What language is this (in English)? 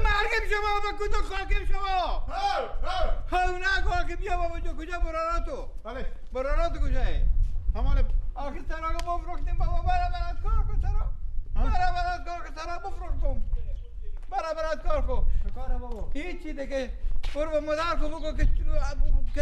Persian